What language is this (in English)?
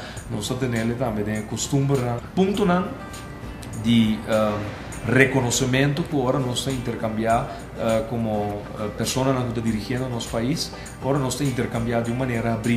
Papiamento